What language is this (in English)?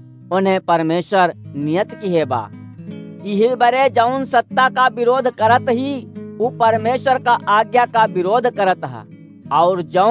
Awadhi